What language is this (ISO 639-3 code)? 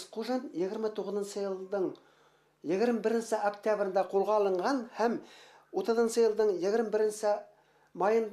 bak